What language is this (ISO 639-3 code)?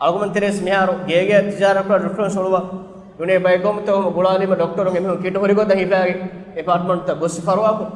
div